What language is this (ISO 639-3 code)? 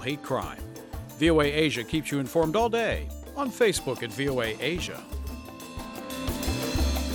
eng